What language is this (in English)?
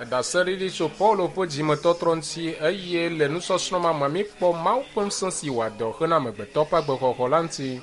Ewe